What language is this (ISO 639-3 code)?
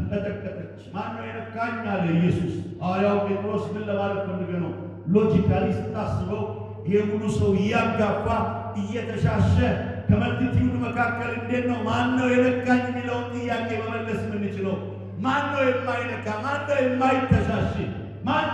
amh